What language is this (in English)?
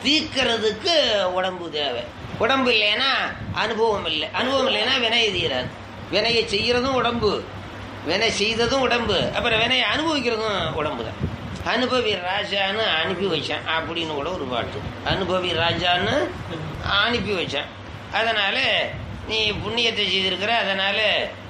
Tamil